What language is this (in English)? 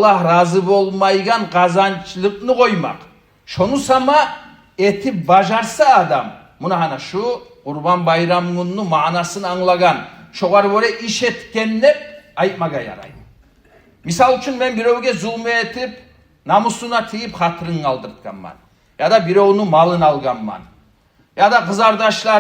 Kumyk